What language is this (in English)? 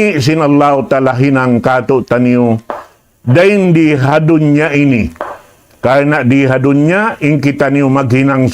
Tausug